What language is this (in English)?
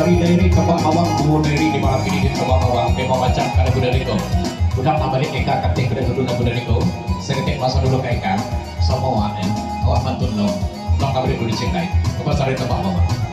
Minangkabau